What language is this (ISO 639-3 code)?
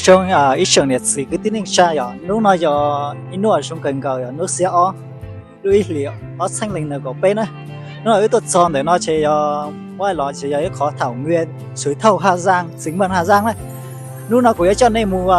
hmn